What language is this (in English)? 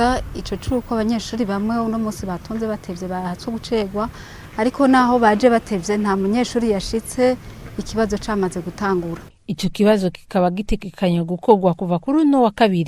Rundi